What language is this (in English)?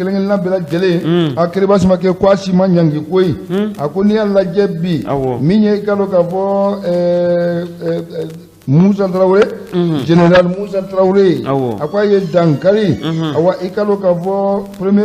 Bambara